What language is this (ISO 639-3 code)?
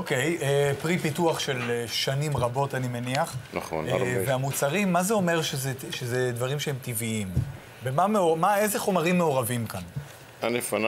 heb